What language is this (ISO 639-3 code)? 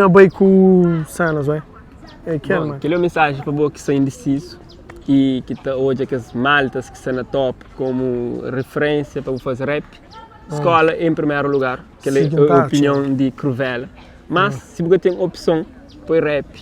kea